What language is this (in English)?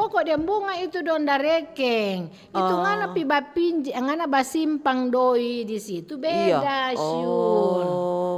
Manado Malay